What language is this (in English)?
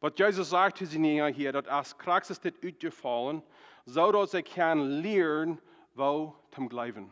Plautdietsch